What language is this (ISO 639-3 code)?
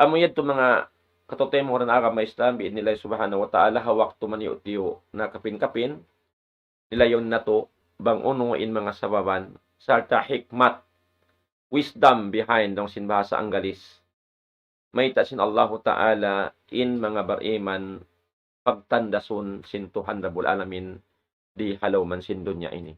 tsg